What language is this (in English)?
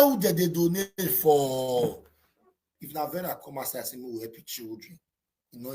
Nigerian Pidgin